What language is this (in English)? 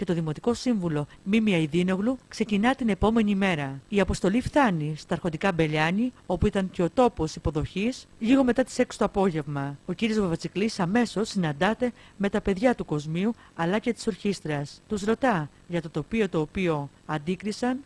Greek